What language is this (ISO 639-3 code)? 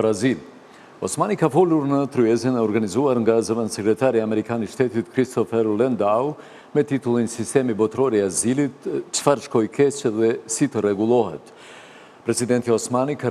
sqi